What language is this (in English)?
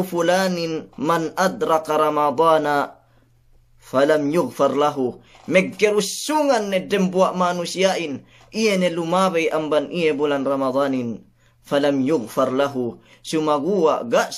Yakan